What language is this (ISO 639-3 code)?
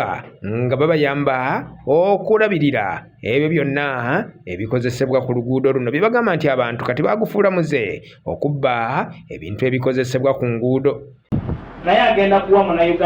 lug